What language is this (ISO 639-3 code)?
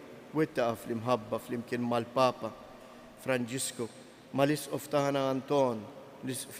mlt